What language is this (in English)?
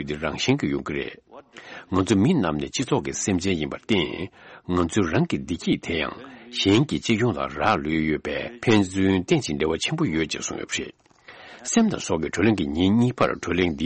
Tibetan